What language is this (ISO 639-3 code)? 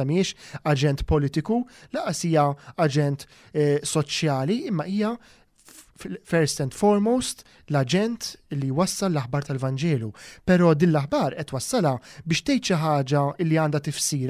mlt